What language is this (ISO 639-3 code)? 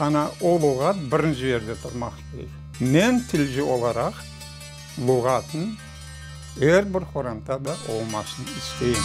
crh